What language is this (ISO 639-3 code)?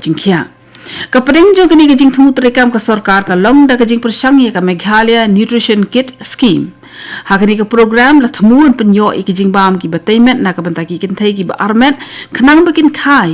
kha